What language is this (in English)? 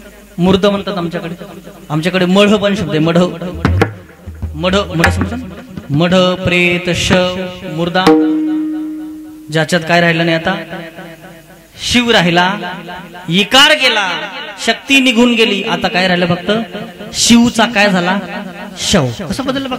Marathi